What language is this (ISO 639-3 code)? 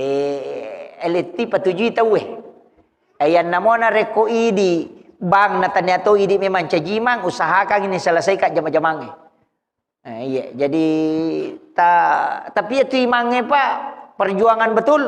bug